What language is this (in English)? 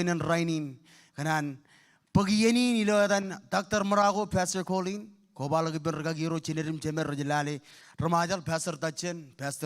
Marshallese